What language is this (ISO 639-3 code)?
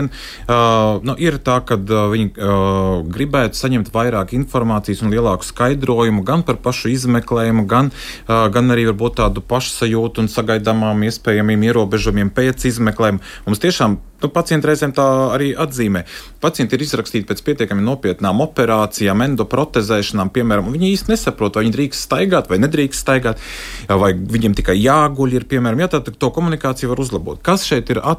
lav